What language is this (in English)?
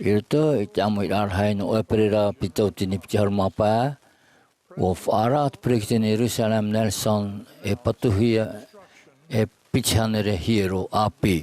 Tahitian